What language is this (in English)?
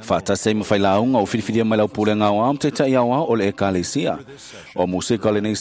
Samoan